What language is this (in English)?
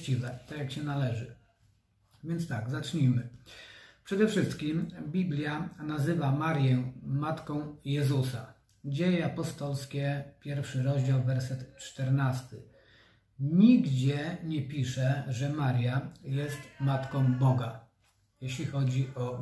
Polish